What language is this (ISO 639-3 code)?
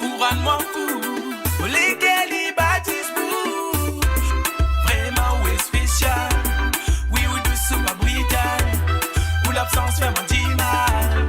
mfe